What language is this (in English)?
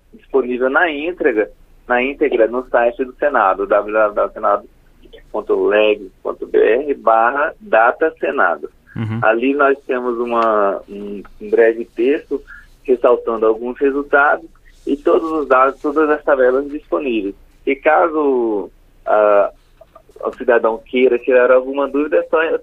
Portuguese